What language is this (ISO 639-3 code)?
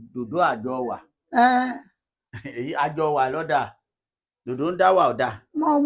yor